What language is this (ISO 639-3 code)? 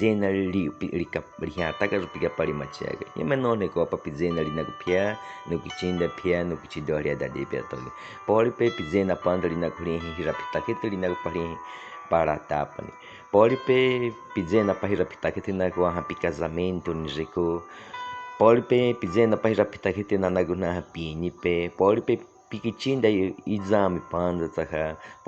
bwi